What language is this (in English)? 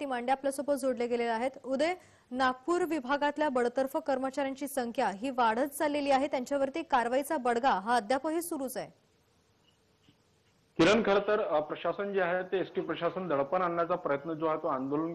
Marathi